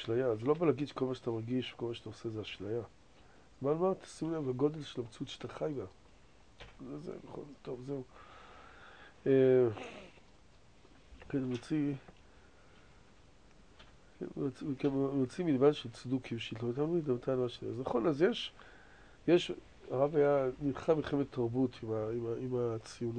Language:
Hebrew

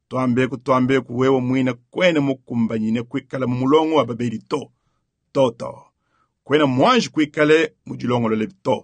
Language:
Luba-Lulua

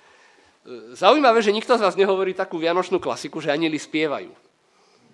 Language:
Slovak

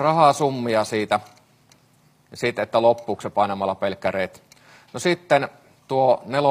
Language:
Finnish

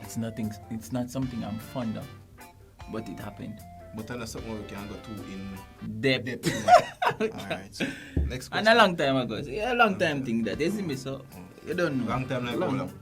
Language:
Jamaican Creole English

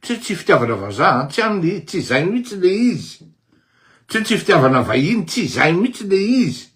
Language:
Malagasy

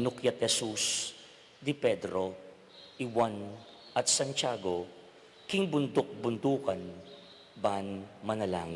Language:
Pampanga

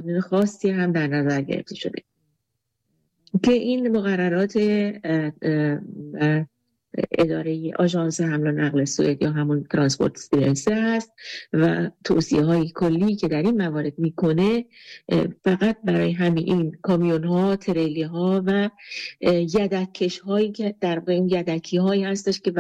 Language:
Persian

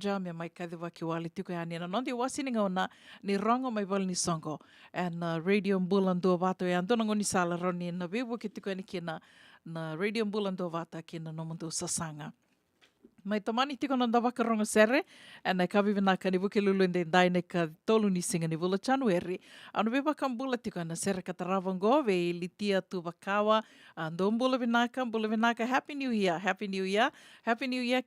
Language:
Fijian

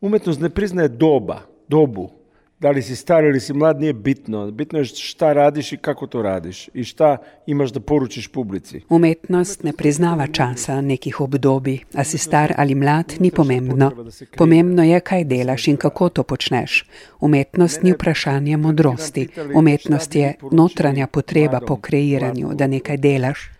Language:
Slovenian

